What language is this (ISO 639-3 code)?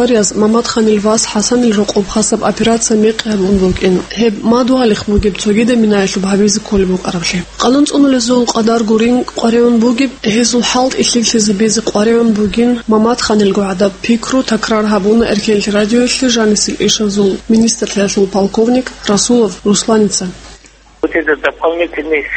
ava